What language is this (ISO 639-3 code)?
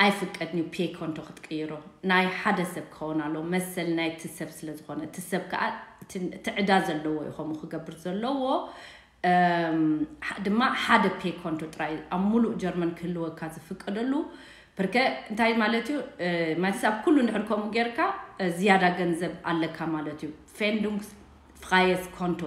tir